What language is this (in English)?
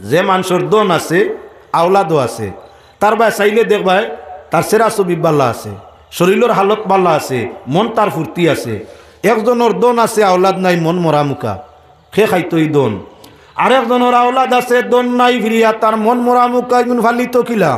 Sylheti